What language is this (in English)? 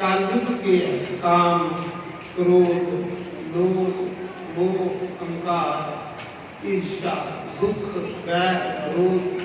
Dogri